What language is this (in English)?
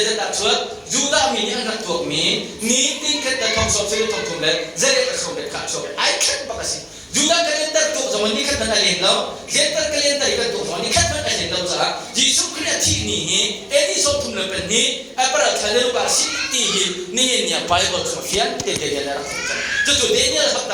Hakha Chin